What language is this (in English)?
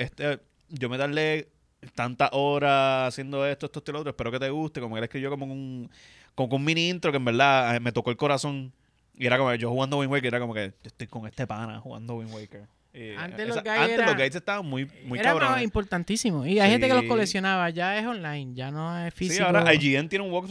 Spanish